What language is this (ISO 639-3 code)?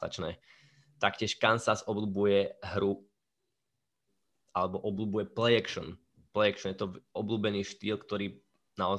slk